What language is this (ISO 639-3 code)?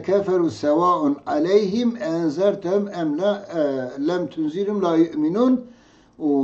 kur